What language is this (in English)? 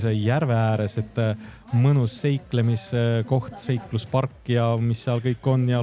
Estonian